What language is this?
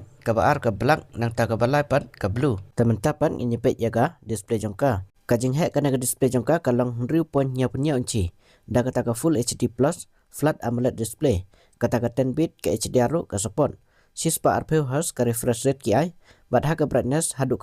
Khasi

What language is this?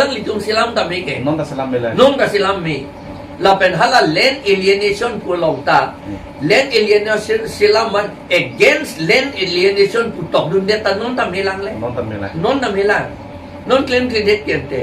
Karbi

